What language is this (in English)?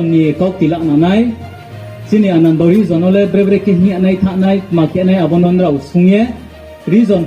Riang (India)